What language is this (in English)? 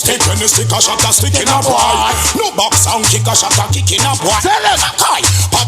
Jamaican Creole English